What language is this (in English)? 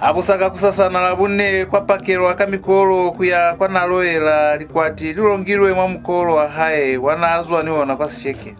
Lozi